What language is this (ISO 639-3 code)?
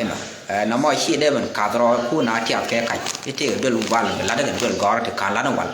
nus